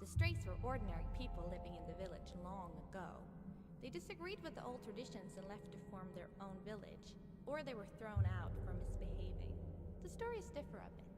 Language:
Swiss German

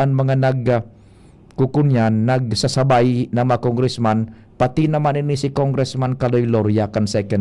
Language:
Bikol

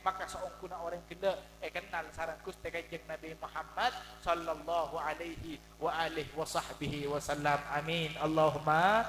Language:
Madurese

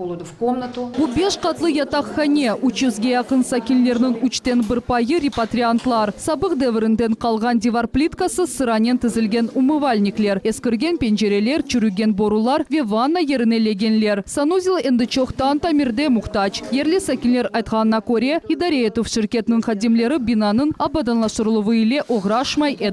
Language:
Crimean Tatar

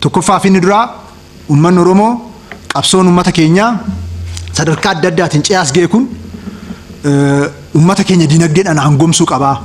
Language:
Oromo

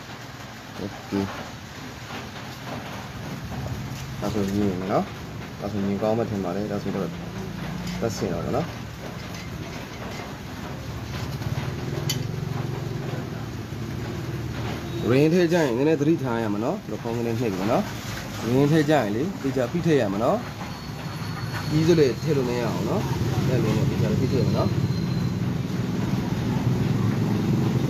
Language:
Burmese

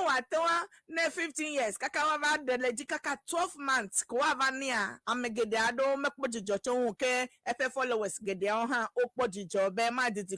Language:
Ewe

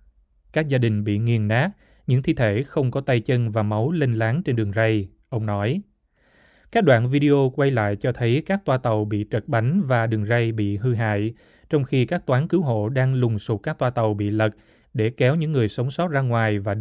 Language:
Vietnamese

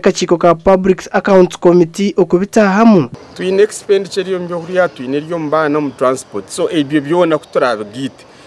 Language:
Nyankole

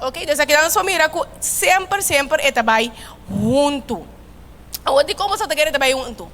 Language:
Papiamento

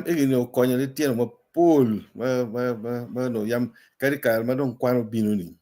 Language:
Acoli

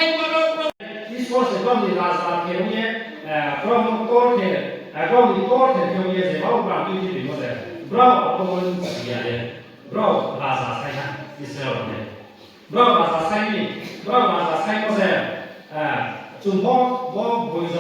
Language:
Riang (India)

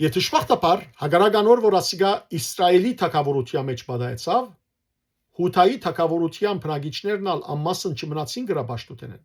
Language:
Western Armenian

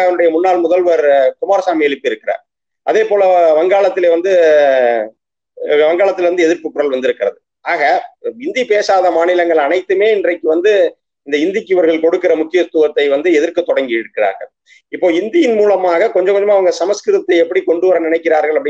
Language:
Tamil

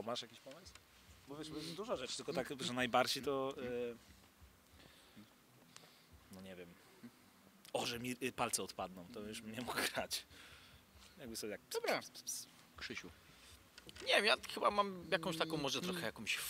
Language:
Polish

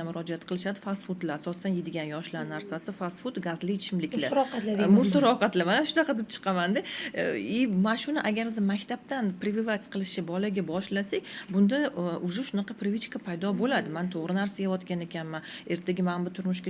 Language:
Uzbek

